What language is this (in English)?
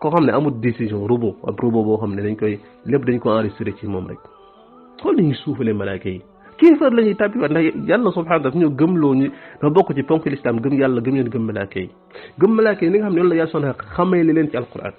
Wolof